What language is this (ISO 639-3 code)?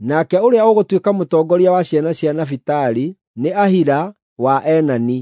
kik